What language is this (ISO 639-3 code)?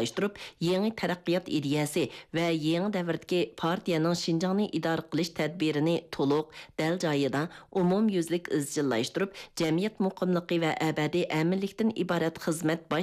uig